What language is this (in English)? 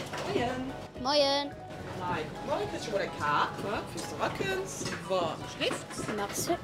Luxembourgish